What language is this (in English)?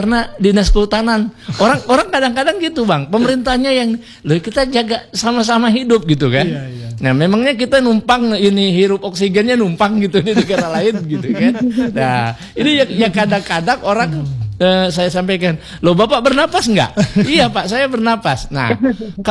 Indonesian